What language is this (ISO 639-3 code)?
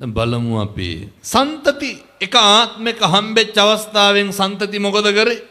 sin